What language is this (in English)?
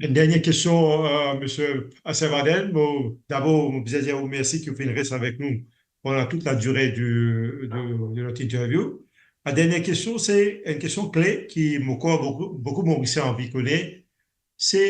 Morisyen